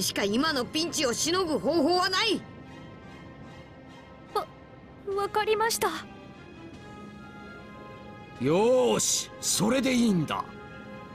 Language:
Japanese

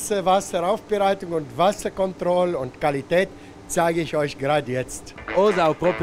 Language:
Romansh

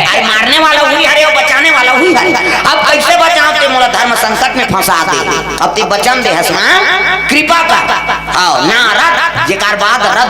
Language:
Chhattisgarhi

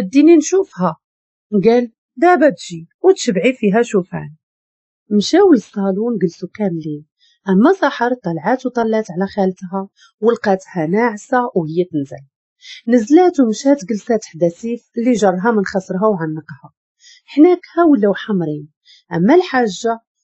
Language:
Moroccan Arabic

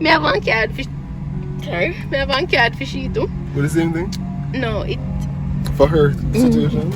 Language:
Jamaican Creole English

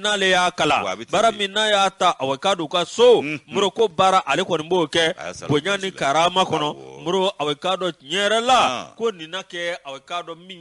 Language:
Bambara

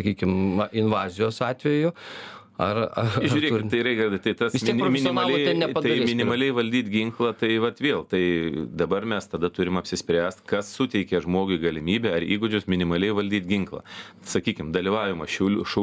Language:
Lithuanian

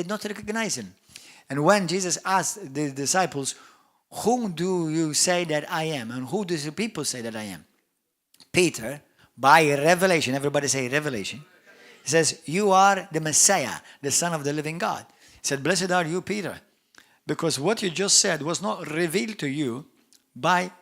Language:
English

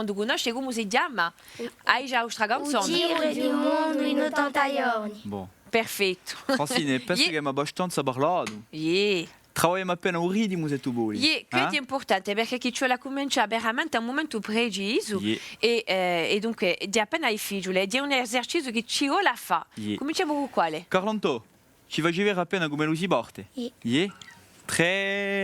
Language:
Corsican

